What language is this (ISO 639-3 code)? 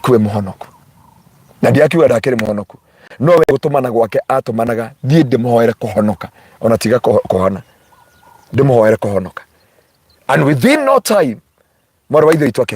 kik